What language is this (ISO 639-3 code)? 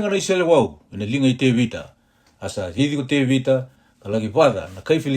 fij